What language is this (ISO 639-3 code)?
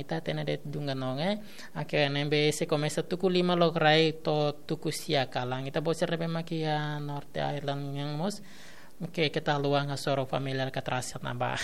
tet